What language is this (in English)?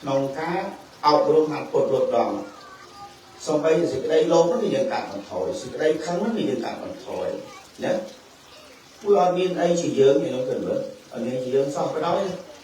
Khmer